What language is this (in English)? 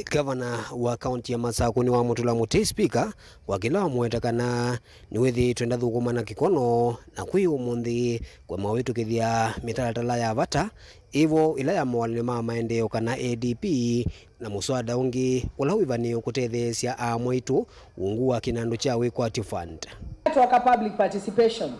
Kamba